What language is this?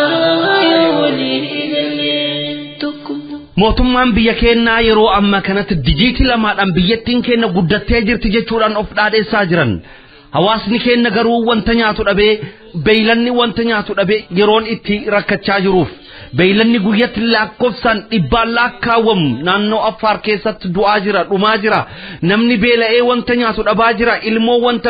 Oromo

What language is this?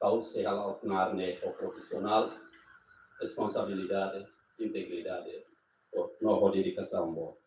Tetum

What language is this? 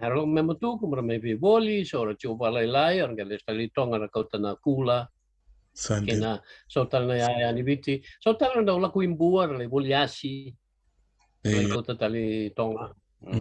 Fijian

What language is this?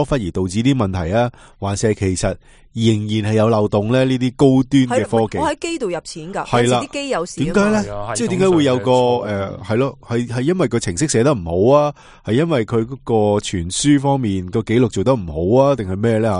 Cantonese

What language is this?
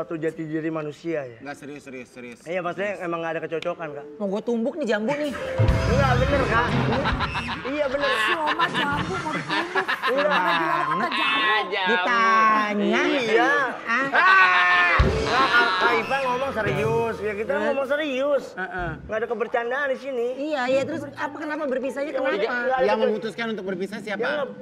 Indonesian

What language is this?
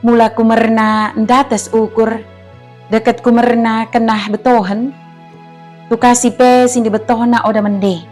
Batak Dairi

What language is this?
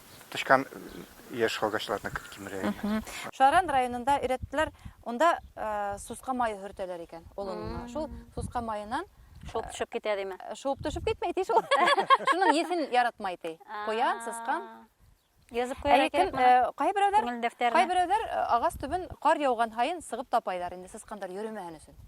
Bashkir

